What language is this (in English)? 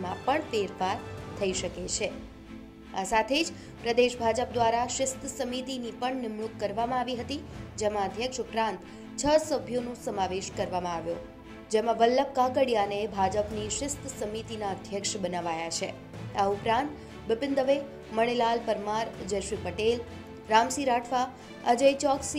Gujarati